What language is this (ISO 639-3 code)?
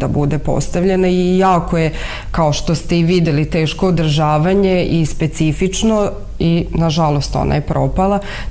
srp